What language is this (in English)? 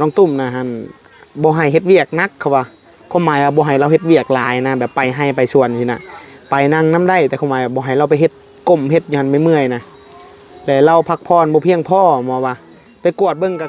Northeastern Thai